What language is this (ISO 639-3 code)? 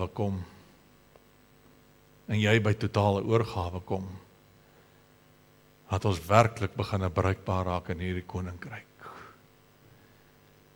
afr